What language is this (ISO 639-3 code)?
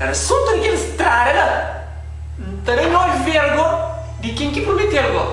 kea